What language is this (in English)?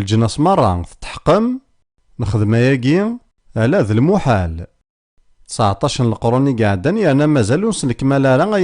Kabyle